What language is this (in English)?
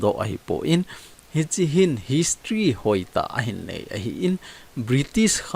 Thado Chin